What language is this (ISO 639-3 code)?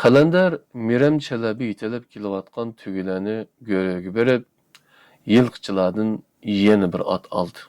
uig